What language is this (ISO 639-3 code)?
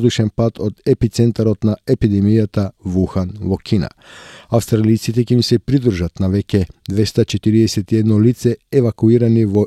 mkd